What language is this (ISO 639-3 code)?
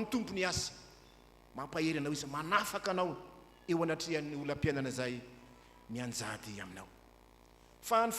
mlg